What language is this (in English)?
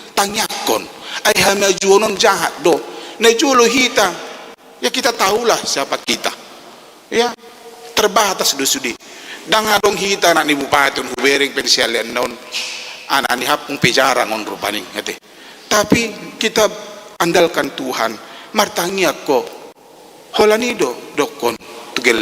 Batak Toba